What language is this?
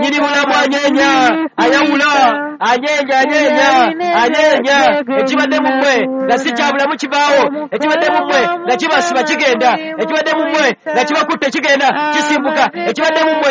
Ganda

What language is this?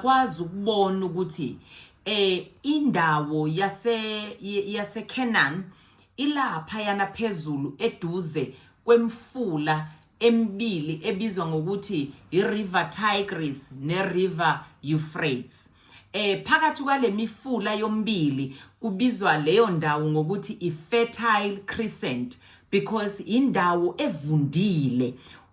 Zulu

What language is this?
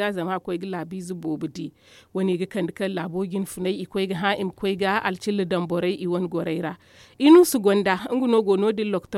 Zarma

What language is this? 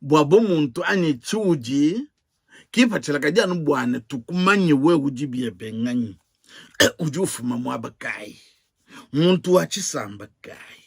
Luba-Lulua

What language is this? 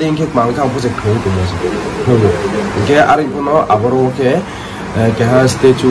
Riang (India)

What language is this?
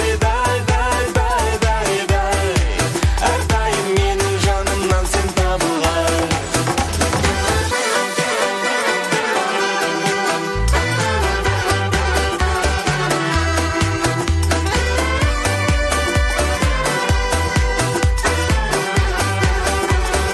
Kazakh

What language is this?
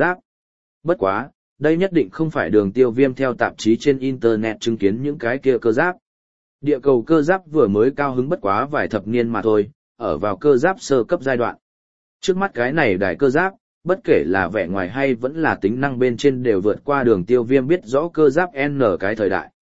Vietnamese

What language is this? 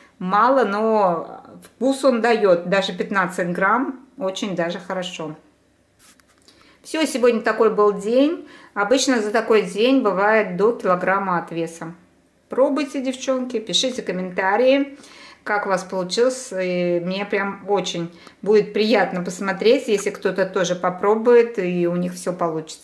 Russian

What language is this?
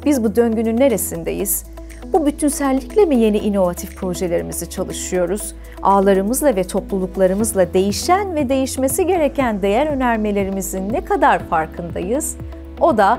Turkish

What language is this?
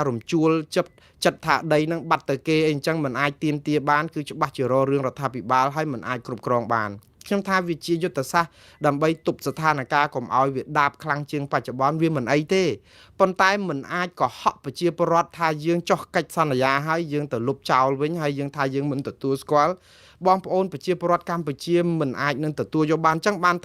Khmer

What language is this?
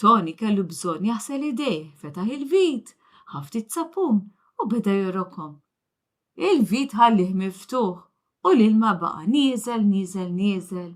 Maltese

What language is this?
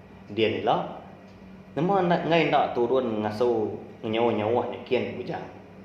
Iban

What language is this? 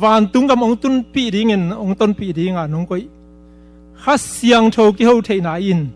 Tedim Chin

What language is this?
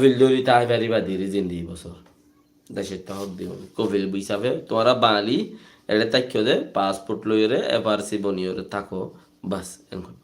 Rohingya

